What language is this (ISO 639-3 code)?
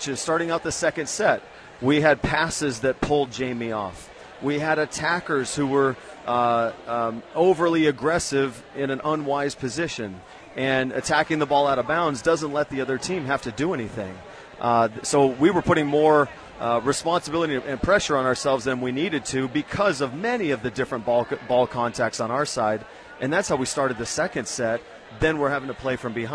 eng